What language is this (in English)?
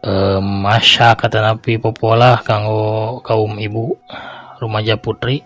Sundanese